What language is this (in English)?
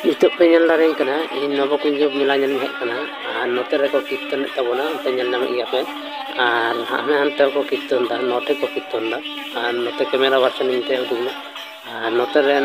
Santali